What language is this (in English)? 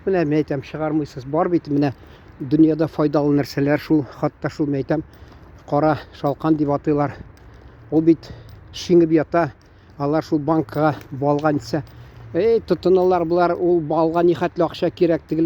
Tatar